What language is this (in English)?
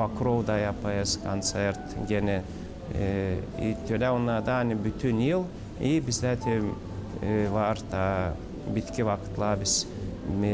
Gagauz